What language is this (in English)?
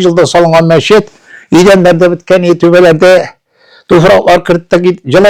Tatar